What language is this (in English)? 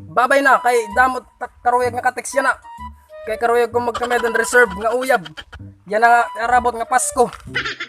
Waray